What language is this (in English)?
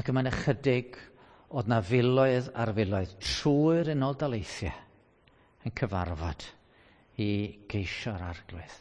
Welsh